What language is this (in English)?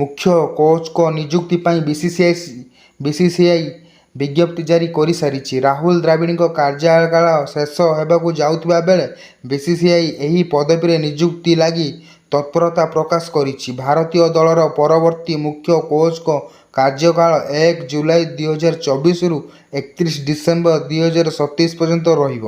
Odia